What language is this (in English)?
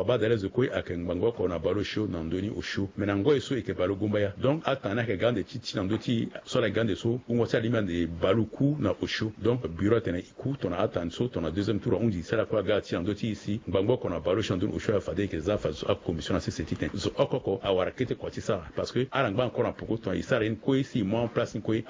Sango